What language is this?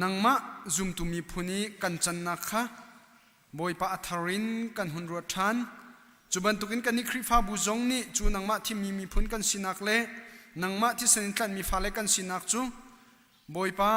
Hakha Chin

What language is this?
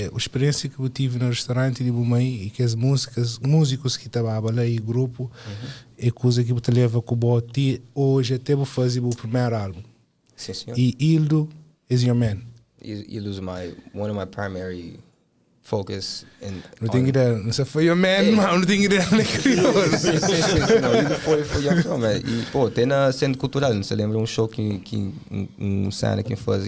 Kabuverdianu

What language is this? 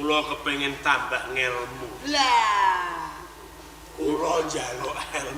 Javanese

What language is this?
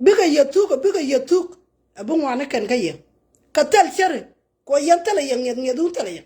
Nuer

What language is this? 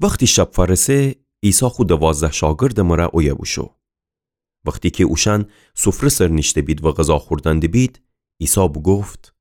Gilaki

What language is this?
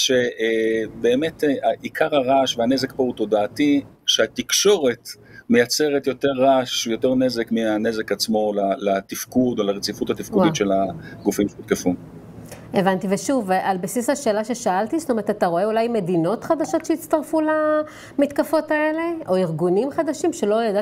Hebrew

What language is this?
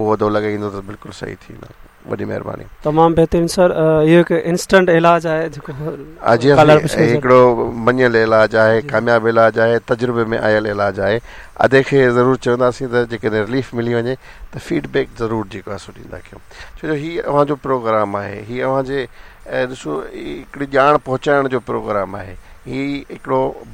Sindhi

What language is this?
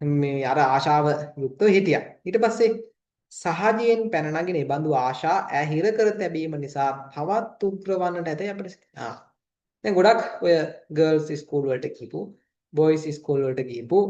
Sinhala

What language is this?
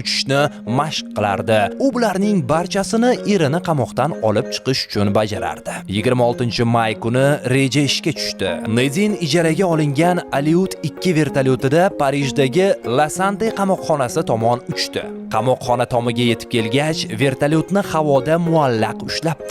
Uzbek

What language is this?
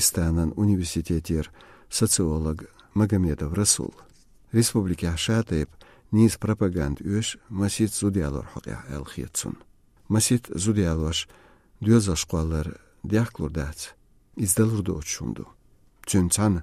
Chechen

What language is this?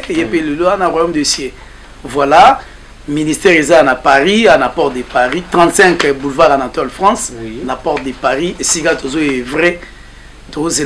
Lingala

